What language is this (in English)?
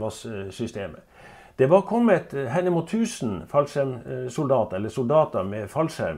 Norwegian